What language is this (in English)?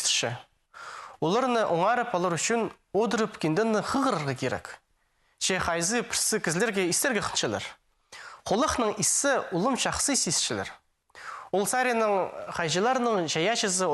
Khakas